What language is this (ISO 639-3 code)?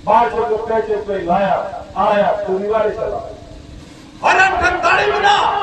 sat